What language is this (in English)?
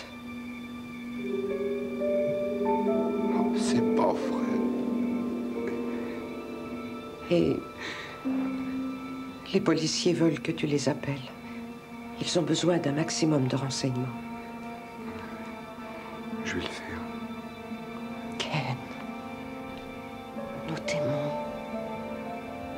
French